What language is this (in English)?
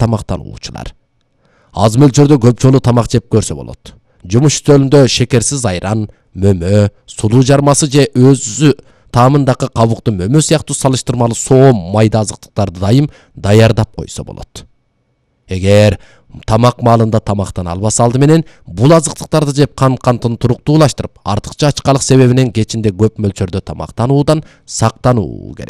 Kyrgyz